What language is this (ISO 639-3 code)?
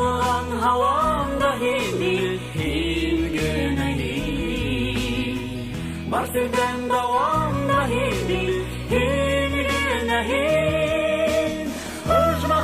bak